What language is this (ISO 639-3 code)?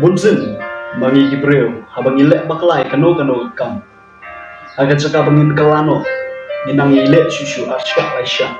kha